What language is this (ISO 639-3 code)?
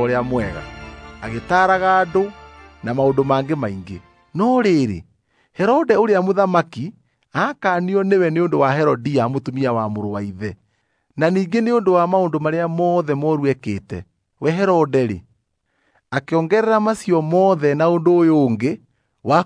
kik